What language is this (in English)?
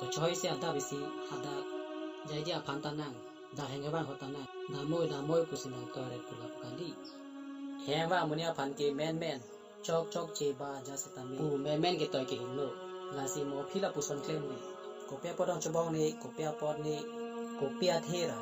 Karbi